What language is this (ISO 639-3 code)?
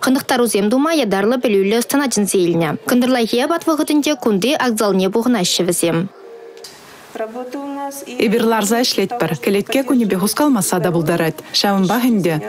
chv